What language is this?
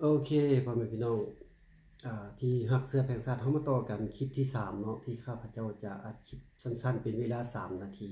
Lao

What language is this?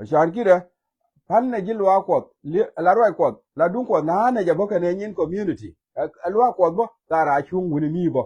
Nuer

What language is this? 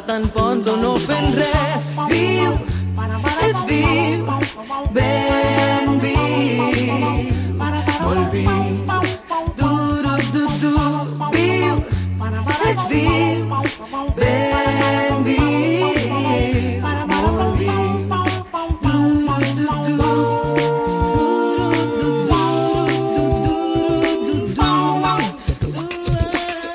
Catalan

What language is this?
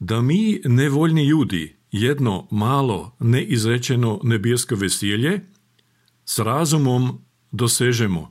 Croatian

